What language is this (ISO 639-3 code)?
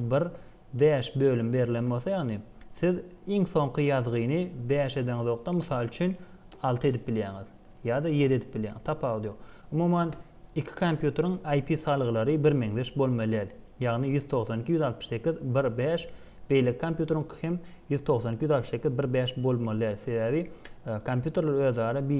tuk